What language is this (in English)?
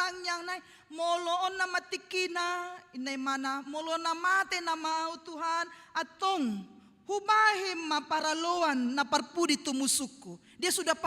Batak Toba